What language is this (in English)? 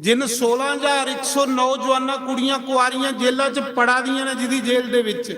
Dogri